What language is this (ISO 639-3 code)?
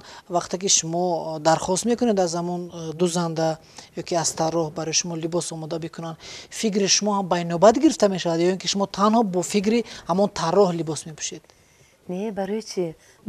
tgk